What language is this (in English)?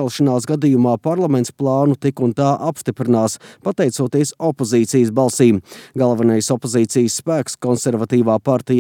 Latvian